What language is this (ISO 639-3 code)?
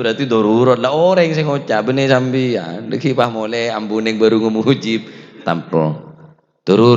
mad